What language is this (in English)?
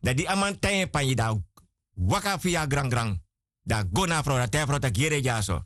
Sranan Tongo